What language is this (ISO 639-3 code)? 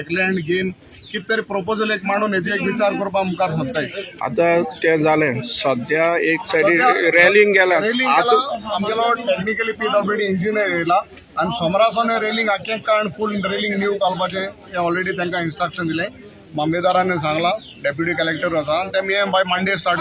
kok